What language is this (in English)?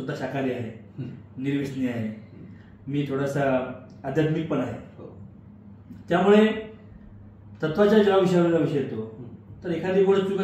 Marathi